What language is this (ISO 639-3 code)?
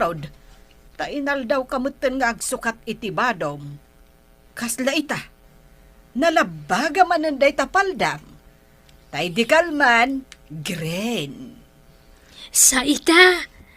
ilo